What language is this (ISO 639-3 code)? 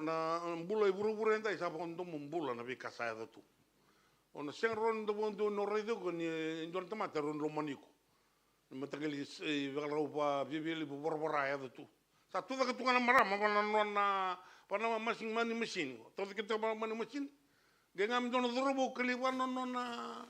fij